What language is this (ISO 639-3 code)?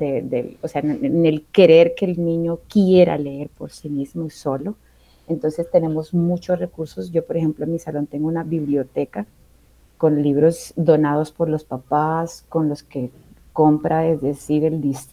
spa